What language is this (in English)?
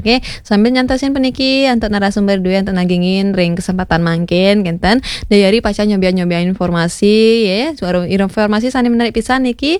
Balinese